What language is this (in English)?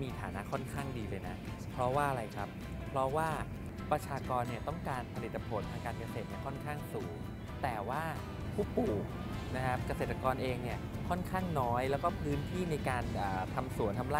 Thai